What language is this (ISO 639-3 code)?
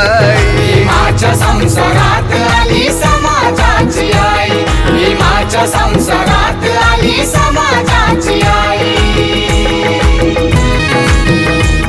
mar